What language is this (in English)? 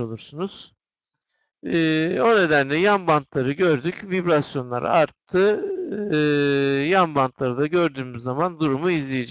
Turkish